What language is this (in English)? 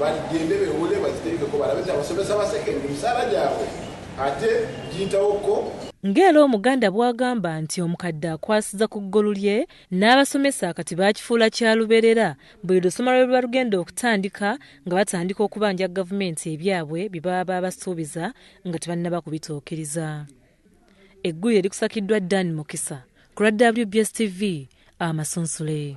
Ganda